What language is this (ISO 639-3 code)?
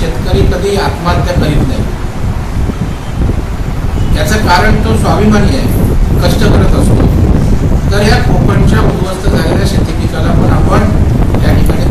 mar